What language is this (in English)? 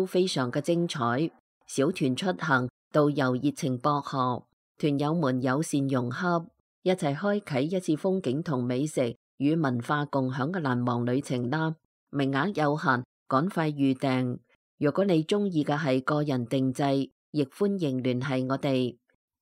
Cantonese